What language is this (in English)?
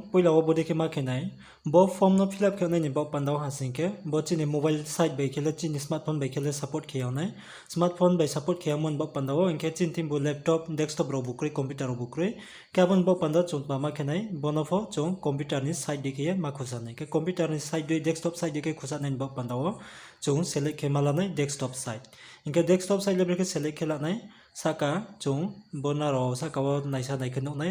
Riang (India)